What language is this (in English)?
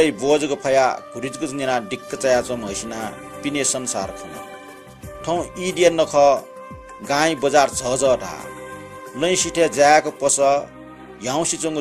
Newari